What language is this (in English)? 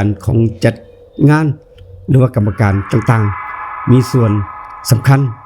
Northeastern Thai